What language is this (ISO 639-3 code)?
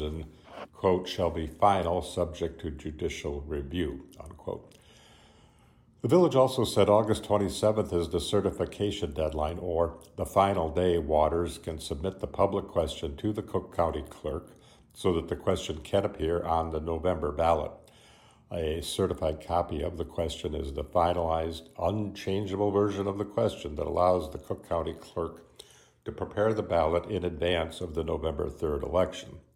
eng